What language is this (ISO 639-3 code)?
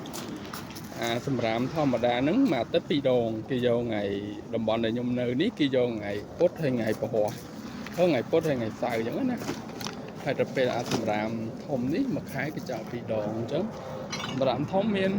khm